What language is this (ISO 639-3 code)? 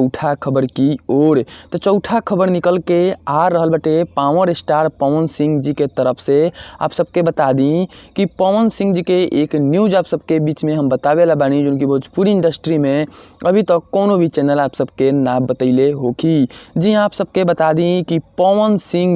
bho